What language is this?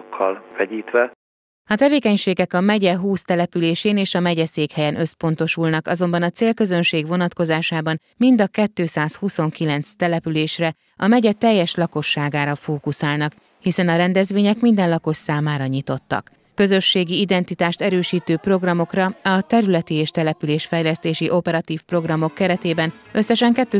Hungarian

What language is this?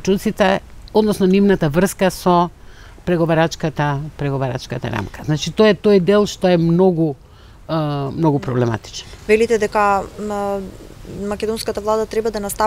Macedonian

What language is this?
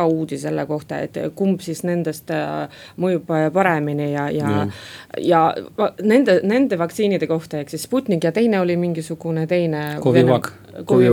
Estonian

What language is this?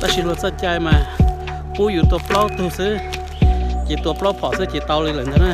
Hmong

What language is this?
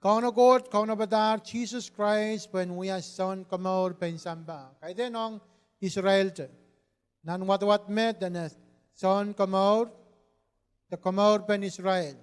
Pohnpeian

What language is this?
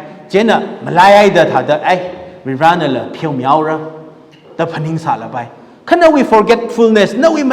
Tangkhul Naga (India)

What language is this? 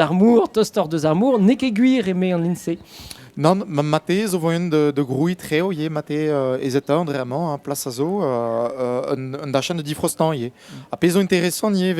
Breton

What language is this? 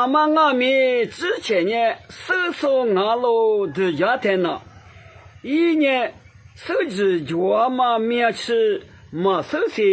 Lisu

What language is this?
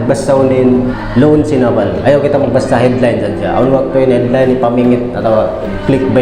Tausug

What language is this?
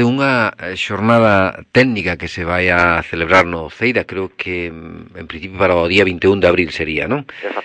Galician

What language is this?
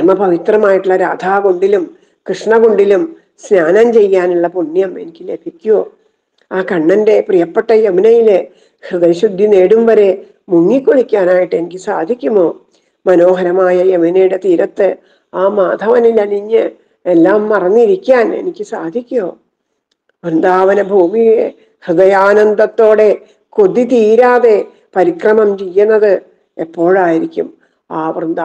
Malayalam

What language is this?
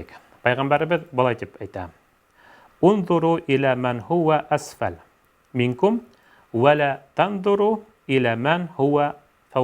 Bashkir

